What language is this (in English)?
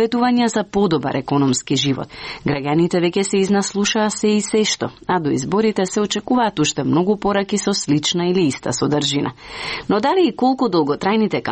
Macedonian